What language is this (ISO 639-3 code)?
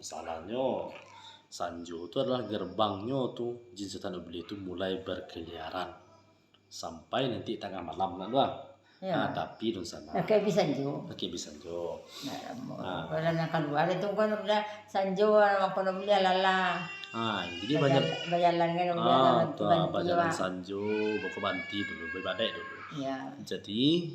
min